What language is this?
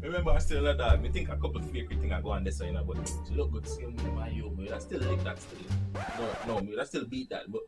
Jamaican Creole English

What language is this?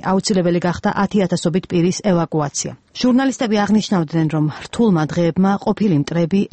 Georgian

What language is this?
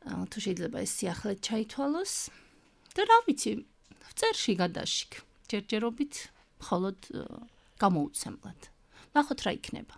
Georgian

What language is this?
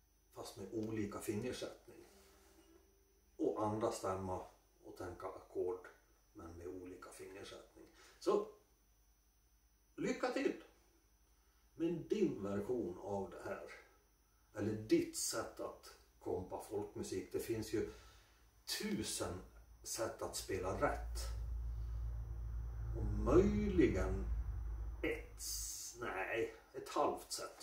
Swedish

